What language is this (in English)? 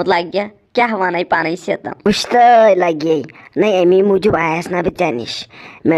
Kashmiri